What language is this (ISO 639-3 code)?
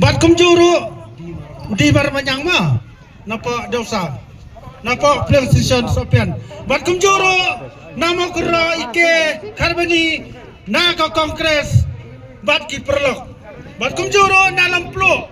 kha